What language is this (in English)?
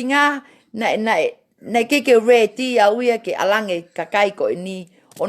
Tongan